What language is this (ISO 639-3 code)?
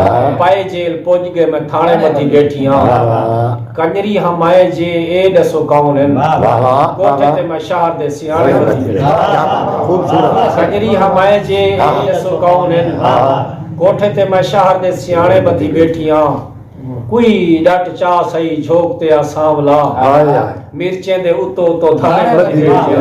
skr